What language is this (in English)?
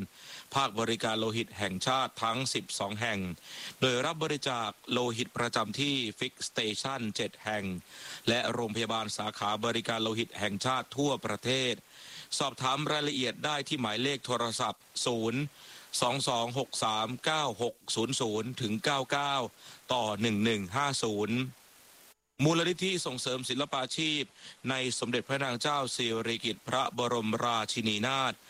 Thai